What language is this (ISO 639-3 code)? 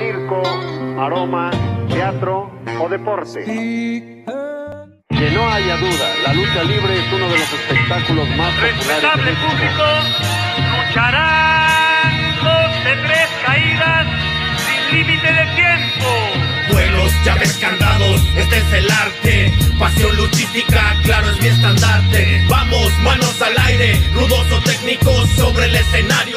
spa